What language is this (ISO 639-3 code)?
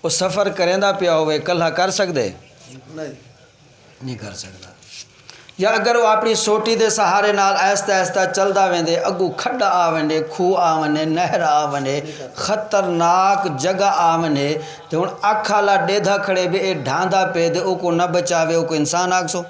skr